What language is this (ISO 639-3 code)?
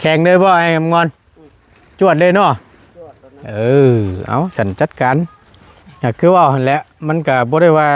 tts